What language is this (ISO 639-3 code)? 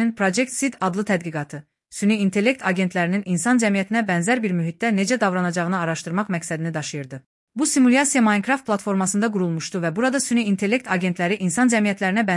aze